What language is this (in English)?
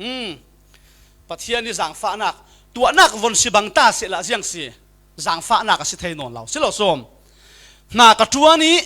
Falam Chin